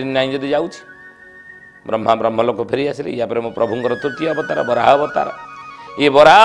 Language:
Odia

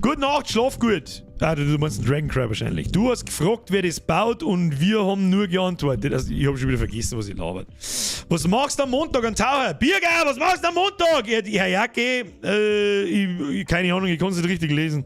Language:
Bavarian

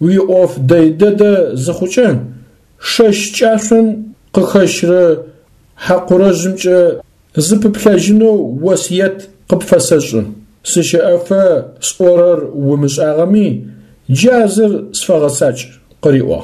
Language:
Adyghe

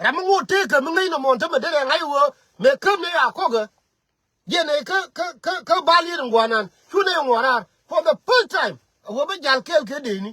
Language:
Nuer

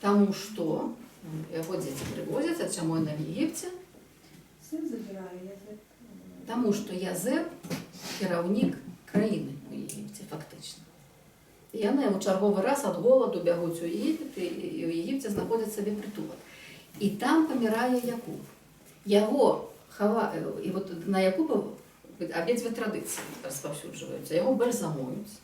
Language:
Belarusian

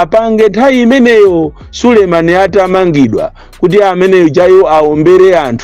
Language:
Nyanja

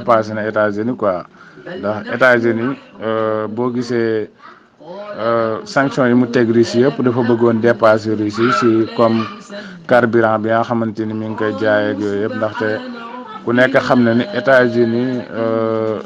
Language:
Wolof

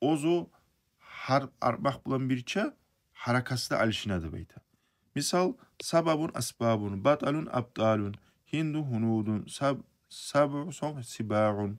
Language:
Kumyk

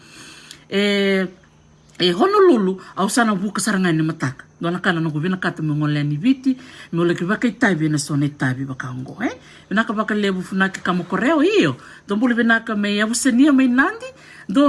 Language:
Fijian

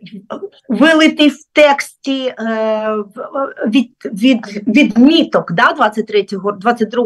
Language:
Ukrainian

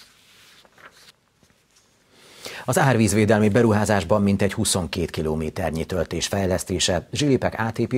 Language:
Hungarian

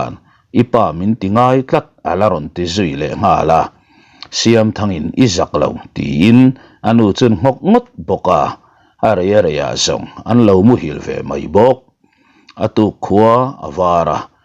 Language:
Mizo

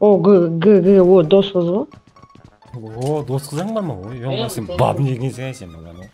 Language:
Kara-Kalpak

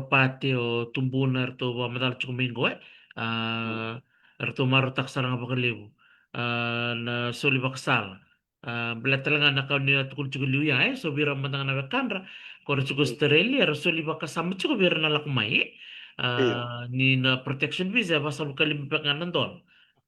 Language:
Fijian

